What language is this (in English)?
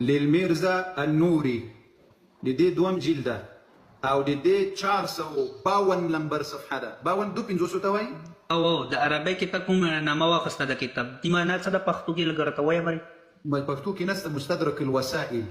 Pashto